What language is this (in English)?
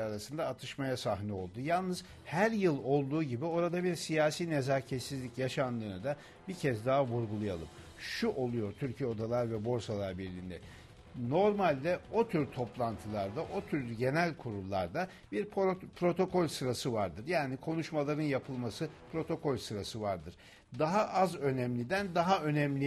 Turkish